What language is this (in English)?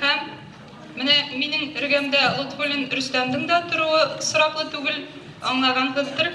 Bashkir